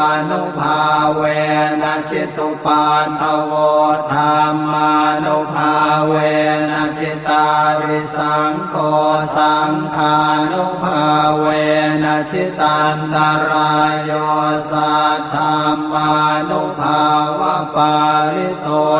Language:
Pali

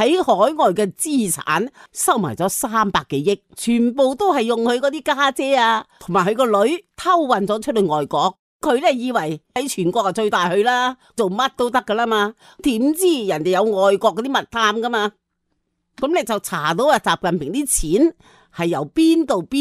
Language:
Cantonese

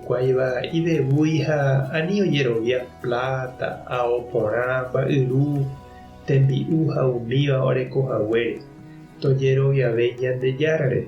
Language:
Guarani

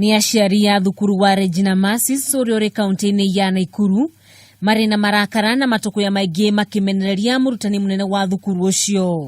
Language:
Kikuyu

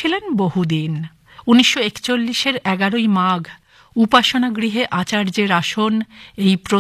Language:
Bangla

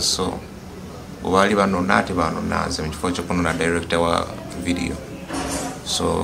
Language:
Ganda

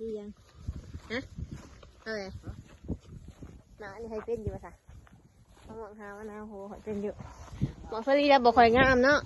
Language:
Northeastern Thai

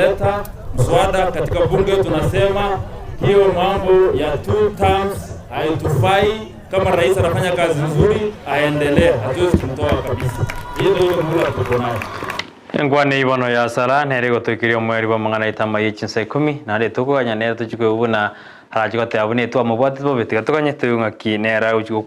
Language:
Gusii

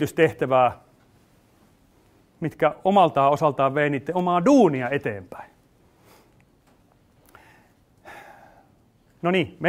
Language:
Finnish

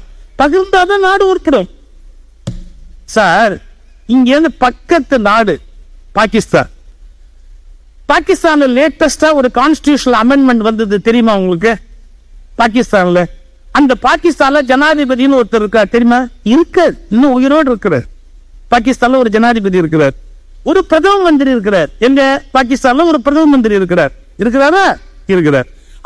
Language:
Tamil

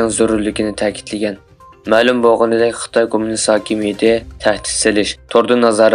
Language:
Uyghur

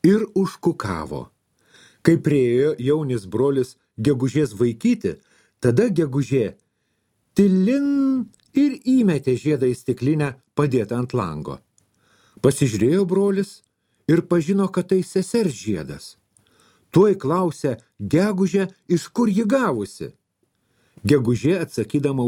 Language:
Lithuanian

